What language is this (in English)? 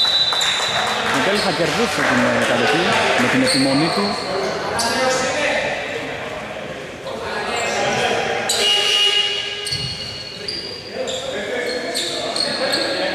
Greek